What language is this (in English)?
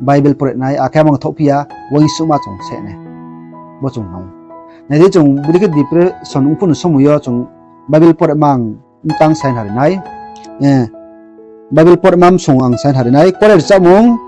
Riang (India)